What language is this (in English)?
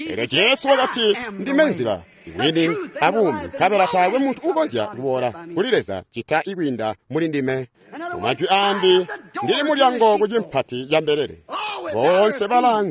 Tonga (Zambia)